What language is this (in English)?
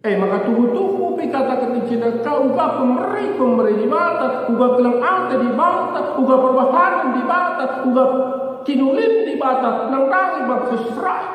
Batak Karo